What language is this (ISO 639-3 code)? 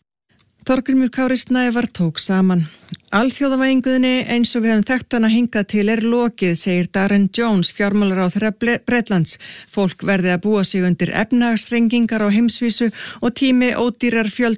isl